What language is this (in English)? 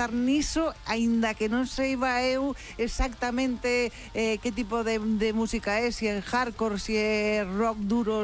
Galician